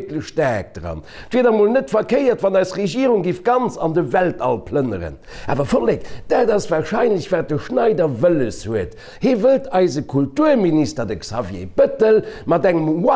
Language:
Luxembourgish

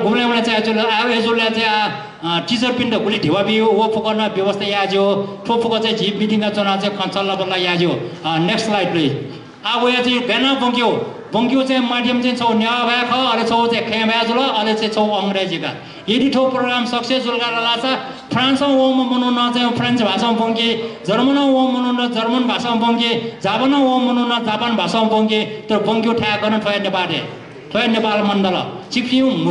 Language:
Newari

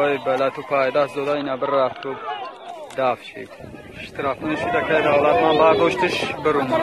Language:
Tajik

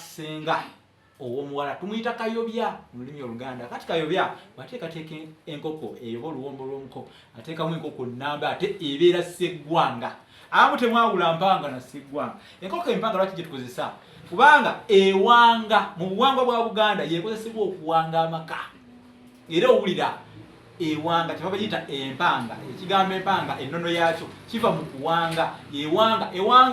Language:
Ganda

